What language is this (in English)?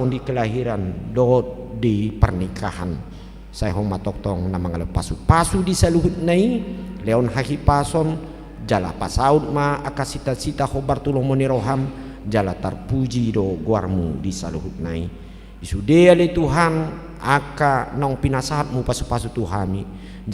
Batak Toba